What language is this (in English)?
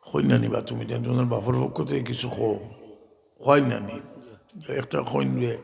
Sylheti